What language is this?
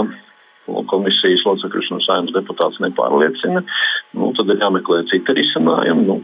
Latvian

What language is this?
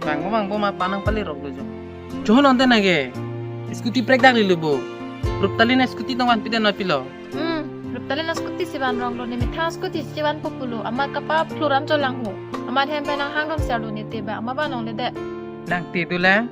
Karbi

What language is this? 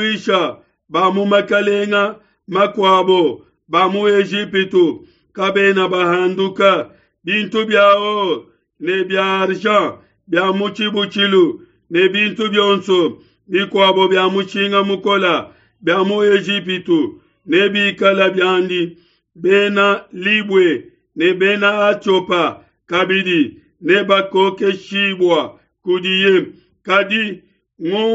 Luba-Lulua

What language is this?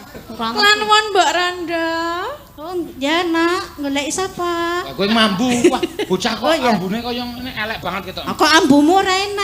Javanese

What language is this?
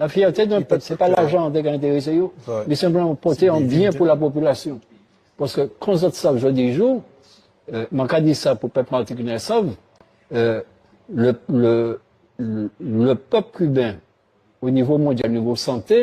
Guadeloupean Creole French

